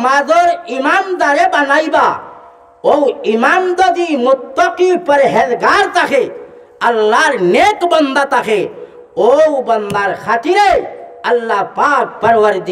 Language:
Sylheti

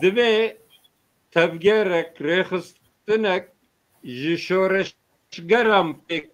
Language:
Kurdish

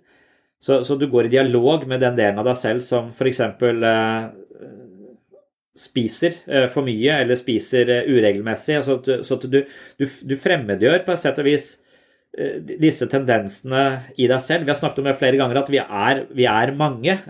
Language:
Norwegian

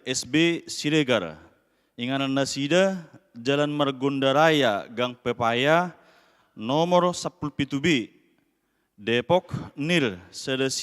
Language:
Batak Toba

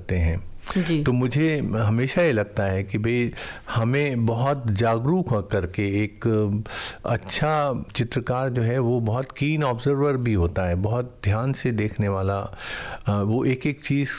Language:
Hindi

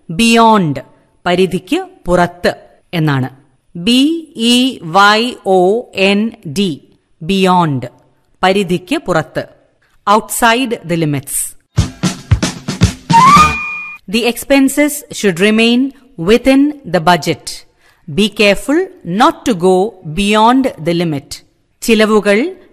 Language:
Malayalam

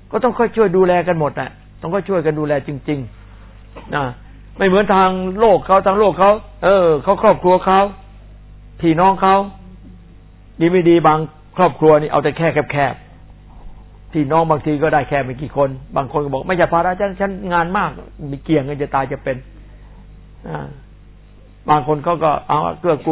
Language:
Thai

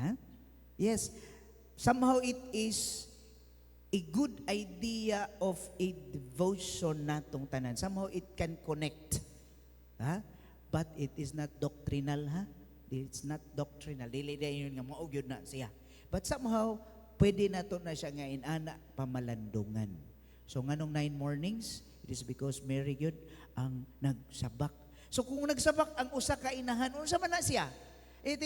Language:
Cebuano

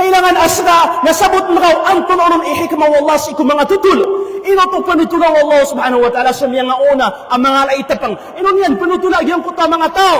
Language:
Maranao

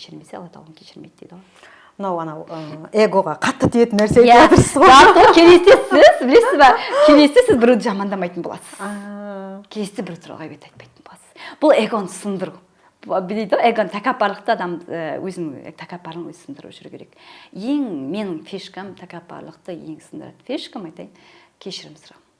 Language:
Kazakh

